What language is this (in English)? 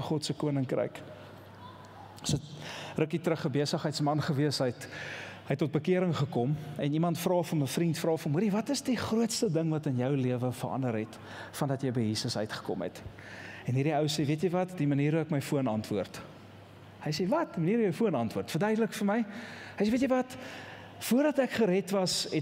Afrikaans